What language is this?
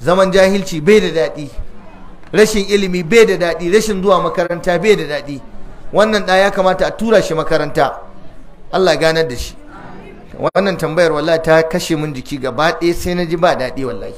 Hausa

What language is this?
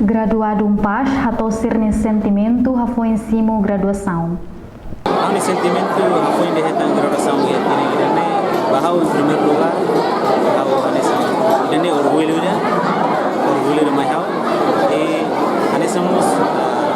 Tetum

